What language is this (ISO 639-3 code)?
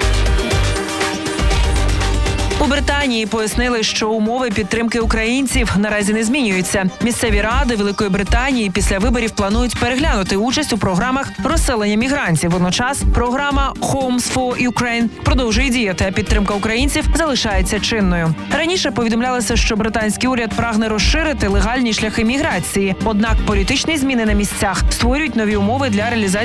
ukr